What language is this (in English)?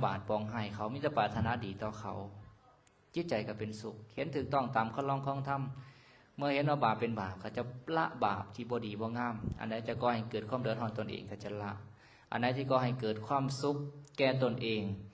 Lao